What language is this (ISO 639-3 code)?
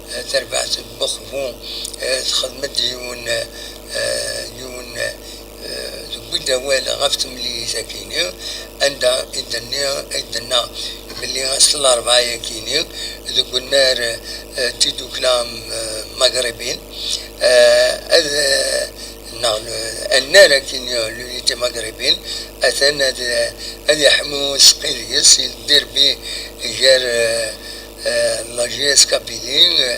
kab